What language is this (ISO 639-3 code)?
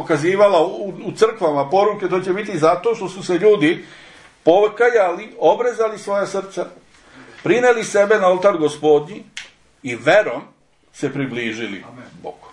srp